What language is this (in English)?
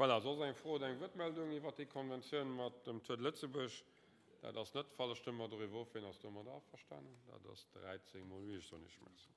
Luxembourgish